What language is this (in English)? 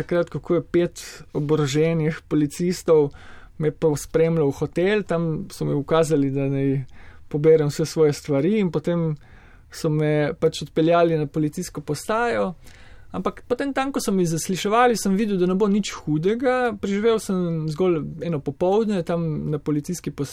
Slovenian